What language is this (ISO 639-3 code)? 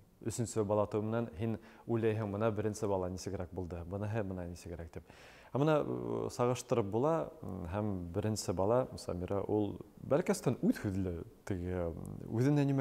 bak